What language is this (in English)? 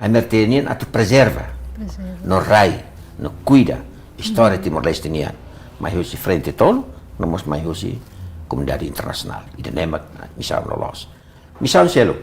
Tetum